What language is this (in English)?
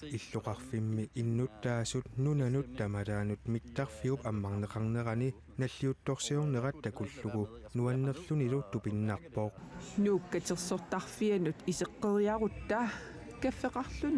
Kalaallisut